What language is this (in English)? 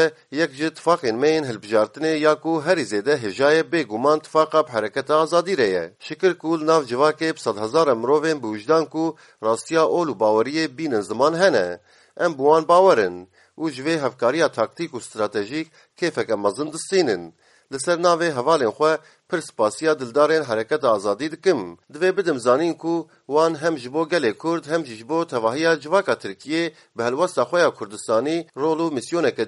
Kurdish